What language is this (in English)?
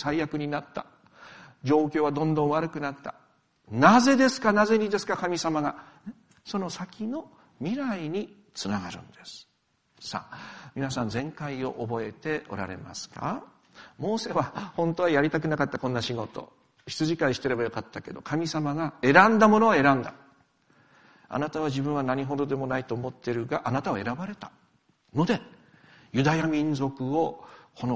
Japanese